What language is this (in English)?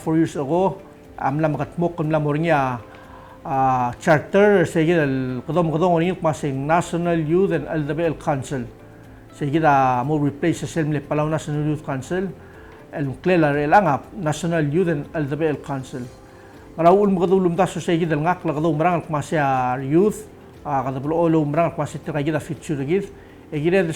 Palauan